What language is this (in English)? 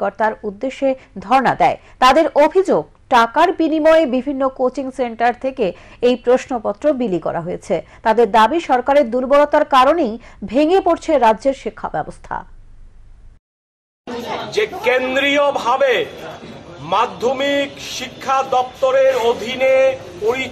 Bangla